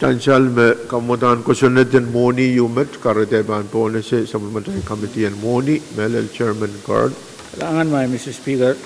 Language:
Pohnpeian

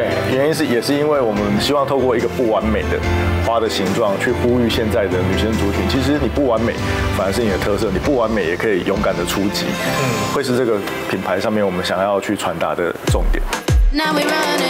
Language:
Chinese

